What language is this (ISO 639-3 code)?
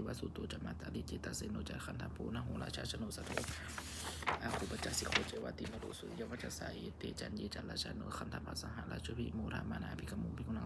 pli